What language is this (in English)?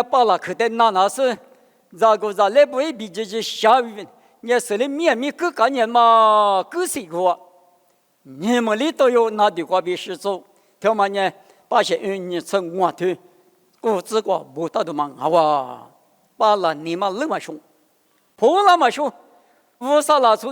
Lisu